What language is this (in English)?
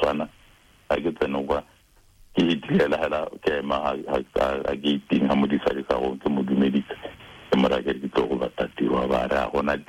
Tswana